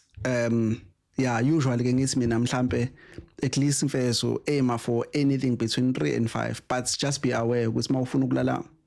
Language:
Zulu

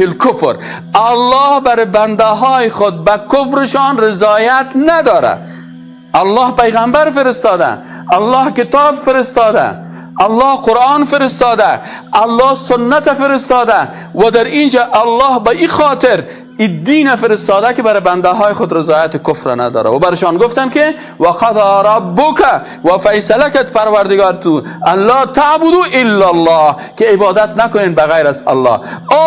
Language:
Persian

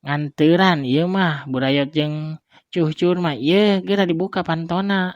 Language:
Sundanese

